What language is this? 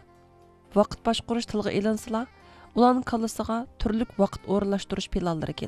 Uyghur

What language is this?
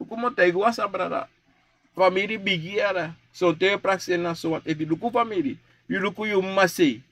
Sranan Tongo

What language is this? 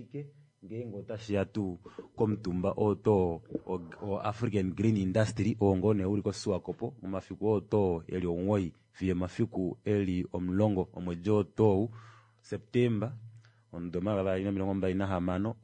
Kuanyama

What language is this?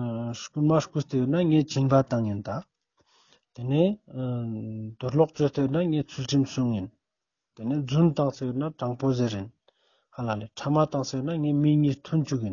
Ladakhi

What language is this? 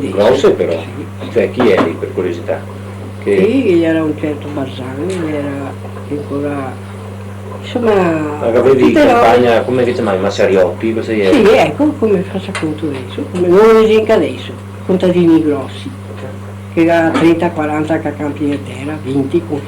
Venetian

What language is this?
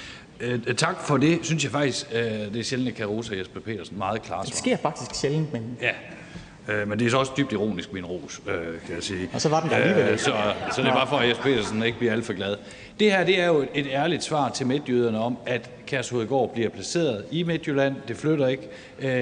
Danish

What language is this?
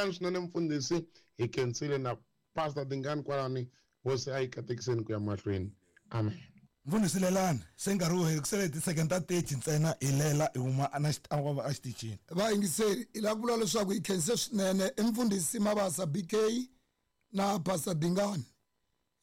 Tsonga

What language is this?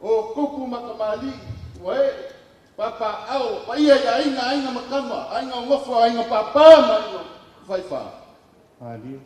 Samoan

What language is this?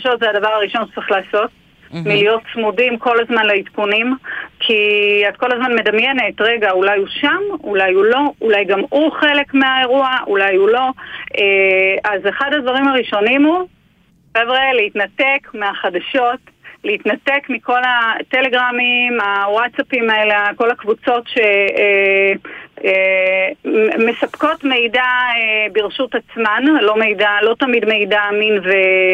Hebrew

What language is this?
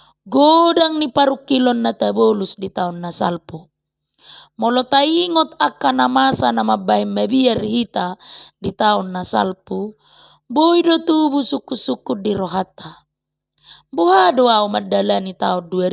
Batak Toba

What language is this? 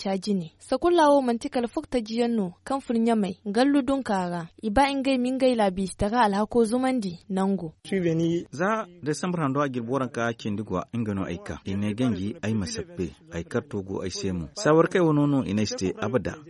Zarma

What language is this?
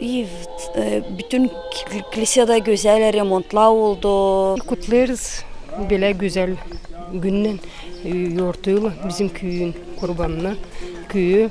Gagauz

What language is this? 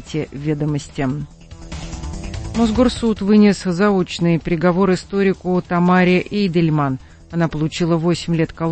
Russian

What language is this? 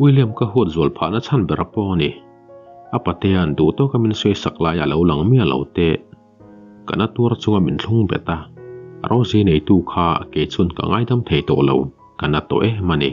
Mizo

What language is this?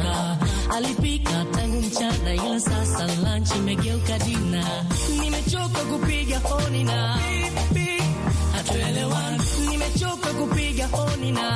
Swahili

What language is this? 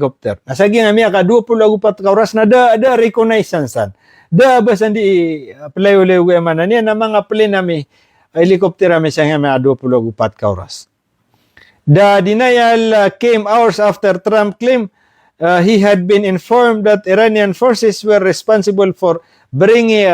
Maranao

